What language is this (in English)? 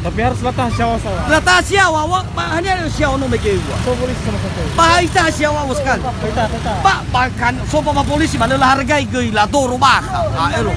Nias